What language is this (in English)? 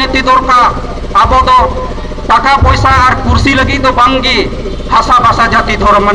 Santali